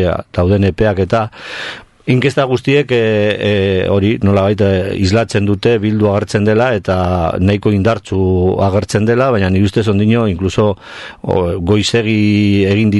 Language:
Basque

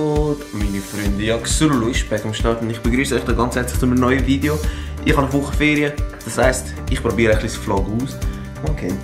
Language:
Swiss German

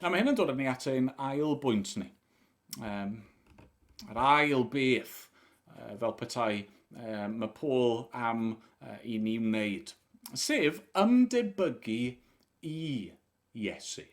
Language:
Welsh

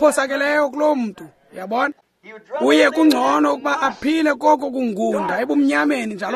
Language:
Xhosa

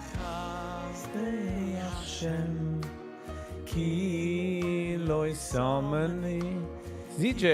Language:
Yiddish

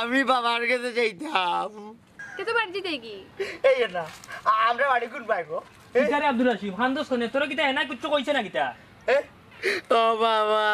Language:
Sylheti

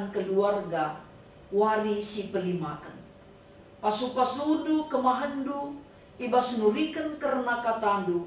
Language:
Batak Karo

